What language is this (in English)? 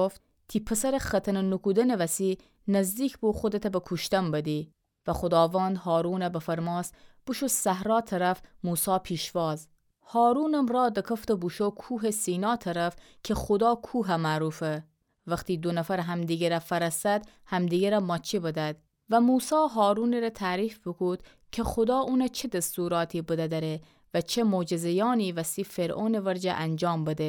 Gilaki